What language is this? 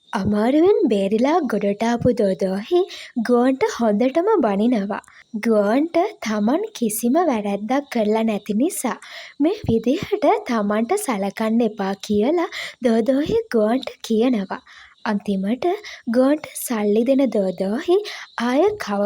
Sinhala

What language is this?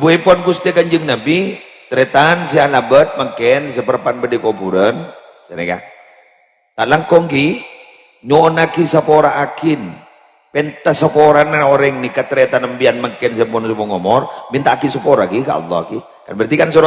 Madurese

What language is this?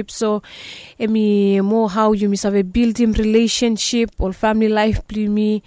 Bislama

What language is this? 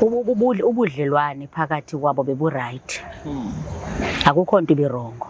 Zulu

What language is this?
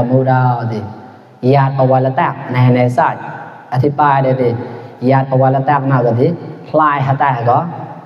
Mon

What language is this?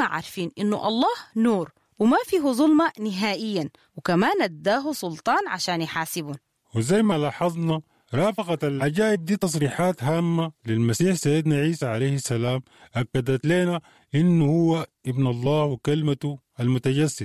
Sudanese Arabic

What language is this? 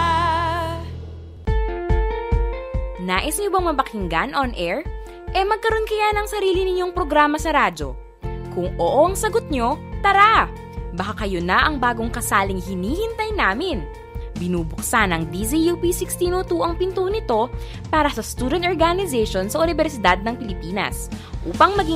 Filipino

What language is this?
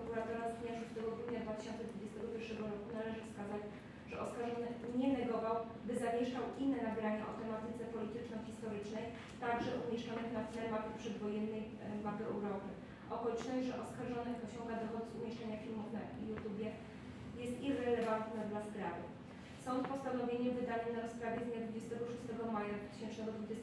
Polish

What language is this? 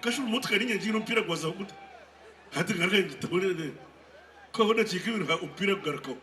Nyankole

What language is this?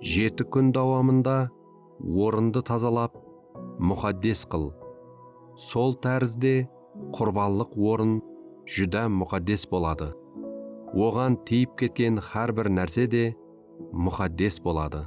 Kara-Kalpak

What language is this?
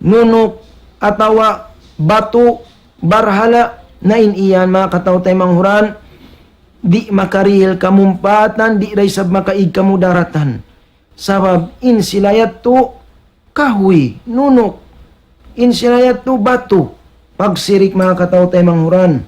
Tausug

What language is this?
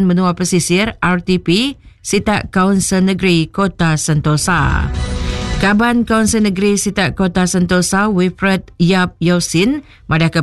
Iban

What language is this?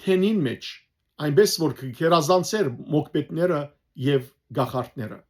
Western Armenian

